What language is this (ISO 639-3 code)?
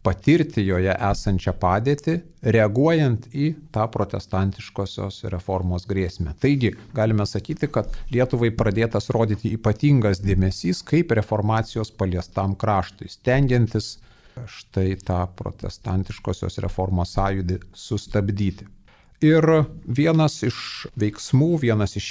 lit